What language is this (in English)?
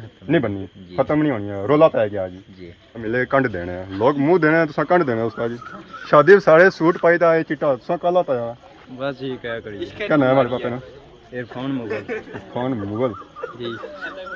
Pahari-Potwari